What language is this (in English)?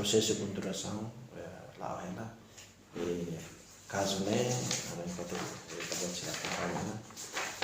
Tetum